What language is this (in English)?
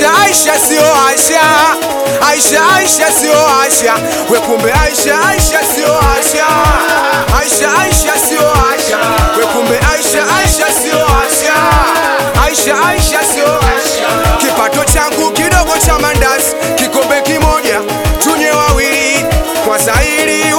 Swahili